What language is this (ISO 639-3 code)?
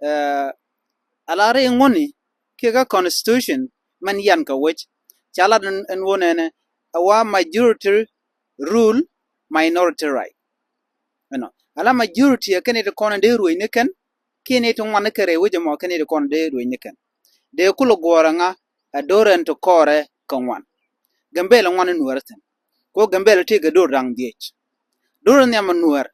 nus